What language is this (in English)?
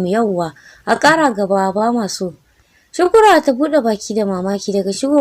Hausa